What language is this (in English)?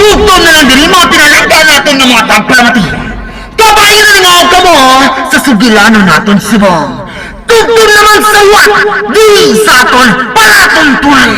Hiligaynon